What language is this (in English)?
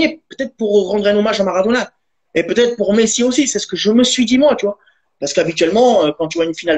French